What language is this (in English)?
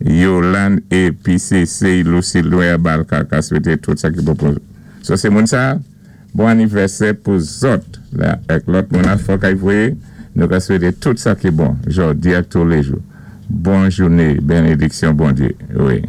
Saint Lucian Creole French